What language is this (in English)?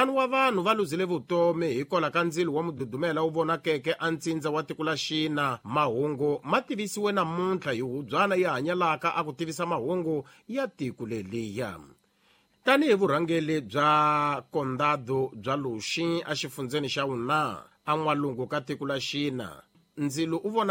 Tsonga